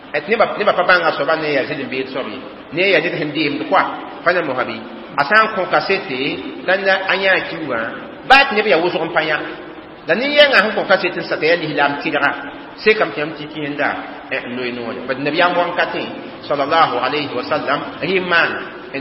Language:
Mossi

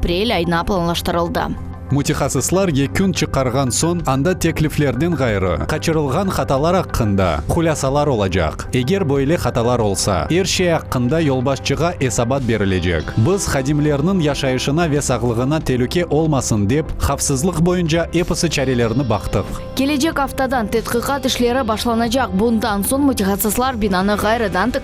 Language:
Crimean Tatar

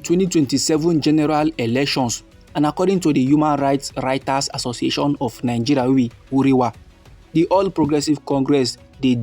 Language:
Nigerian Pidgin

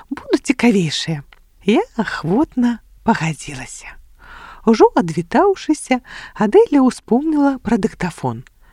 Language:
Belarusian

